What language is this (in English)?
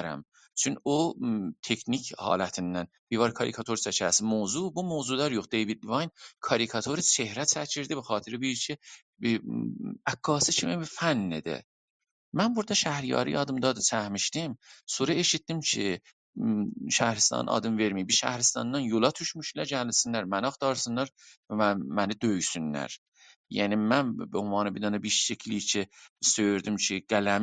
South Azerbaijani